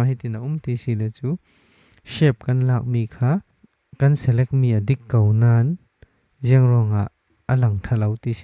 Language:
Falam Chin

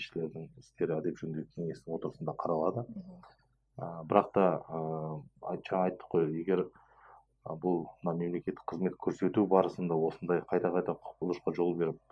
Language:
Kazakh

